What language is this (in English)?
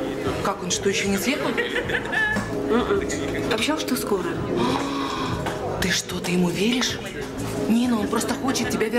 Russian